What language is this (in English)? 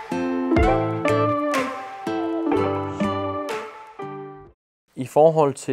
Danish